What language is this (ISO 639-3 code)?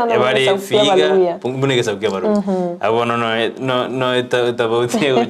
guz